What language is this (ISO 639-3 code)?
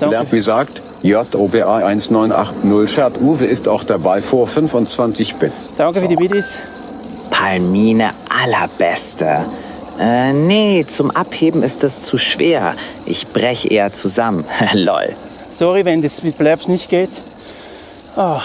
gsw